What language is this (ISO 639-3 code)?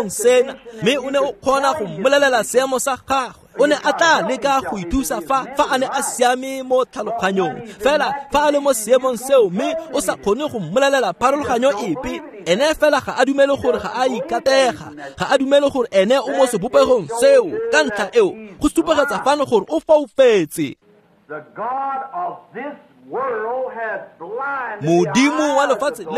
tsn